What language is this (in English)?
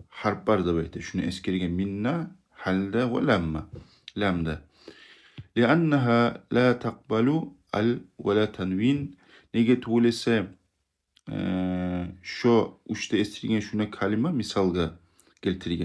Kumyk